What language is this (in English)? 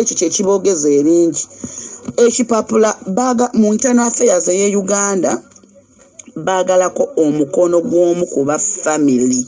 Ganda